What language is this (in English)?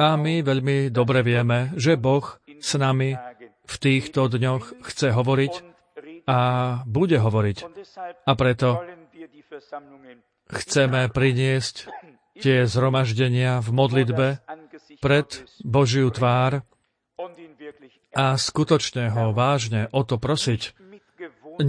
Slovak